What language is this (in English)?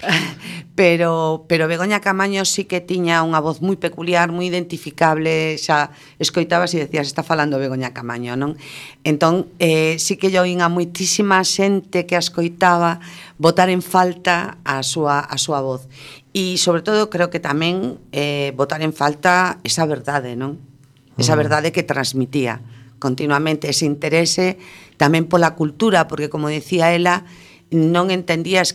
Galician